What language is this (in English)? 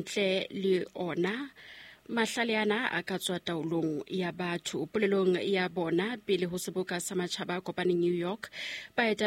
Southern Sotho